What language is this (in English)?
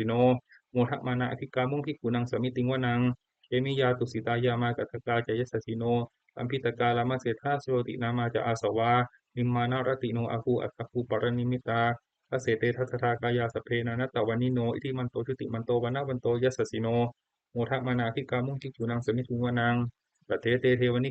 Pali